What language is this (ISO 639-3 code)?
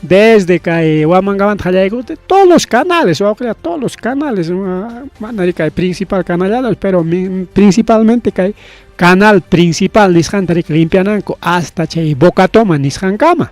quy